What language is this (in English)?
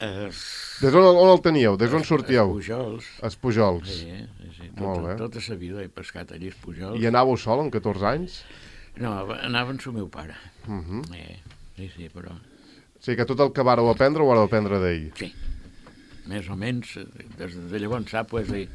Catalan